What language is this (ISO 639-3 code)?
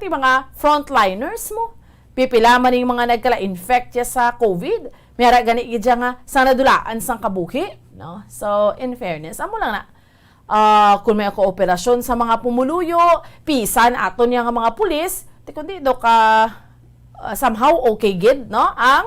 hil